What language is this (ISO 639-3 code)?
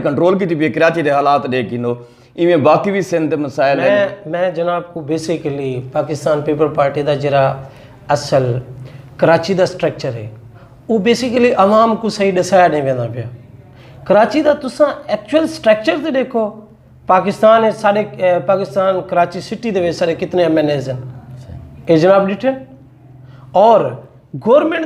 skr